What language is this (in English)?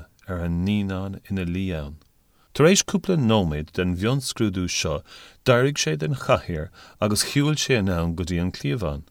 Irish